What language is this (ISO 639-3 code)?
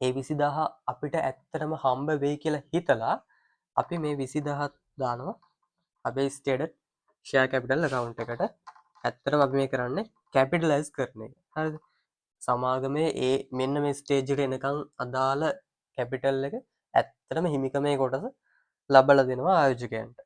sin